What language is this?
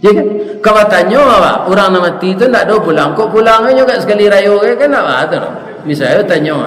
Minangkabau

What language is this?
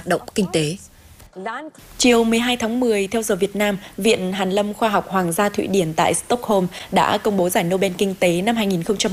Vietnamese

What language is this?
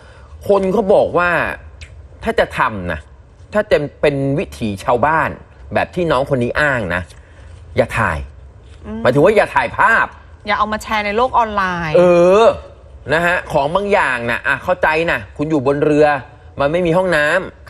Thai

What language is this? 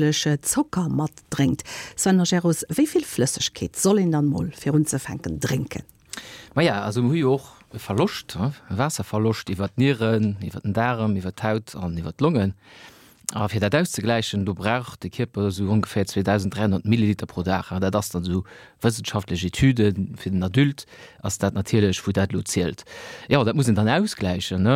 Luxembourgish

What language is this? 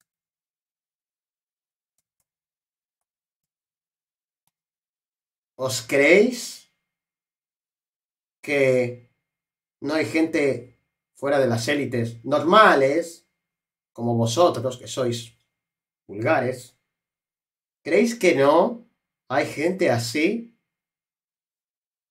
Spanish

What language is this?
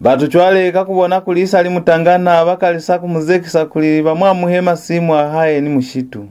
Lozi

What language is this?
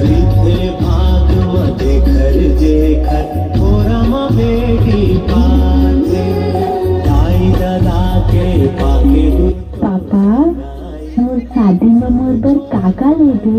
Chhattisgarhi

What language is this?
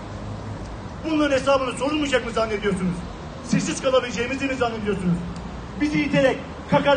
Turkish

